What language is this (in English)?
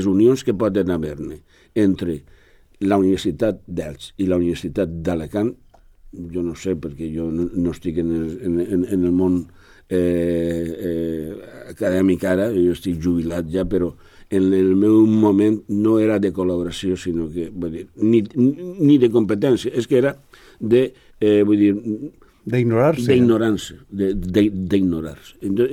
Catalan